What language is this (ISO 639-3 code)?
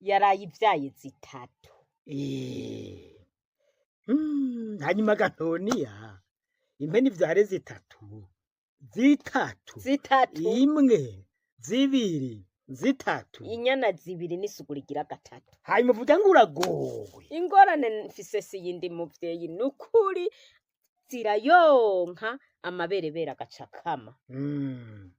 run